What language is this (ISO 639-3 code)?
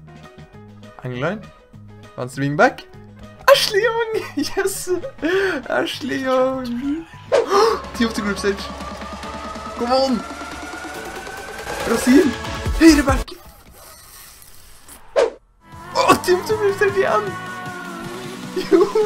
nor